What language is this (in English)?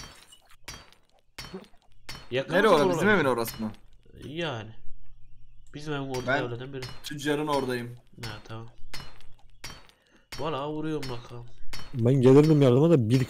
Turkish